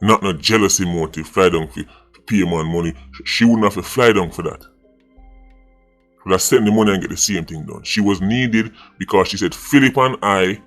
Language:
Jamaican Creole English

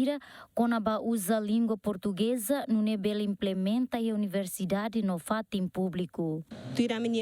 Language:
Tetum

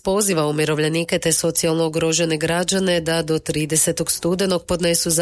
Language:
Croatian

